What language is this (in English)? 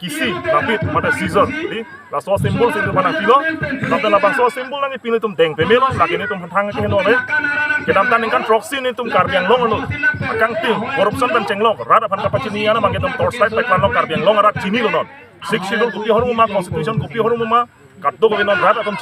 Karbi